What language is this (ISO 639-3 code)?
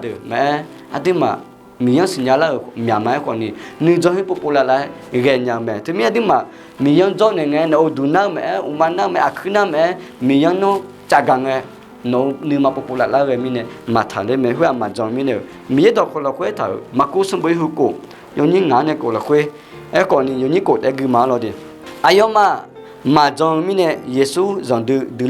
ahk